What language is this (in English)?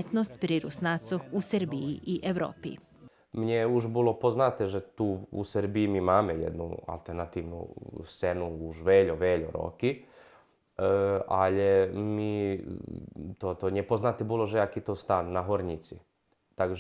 Rusyn